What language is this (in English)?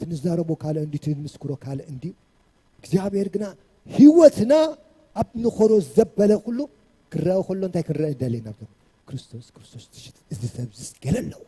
Tigrinya